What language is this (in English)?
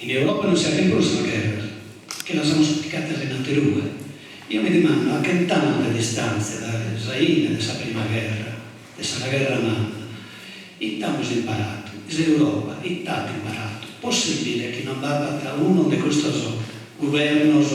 Sardinian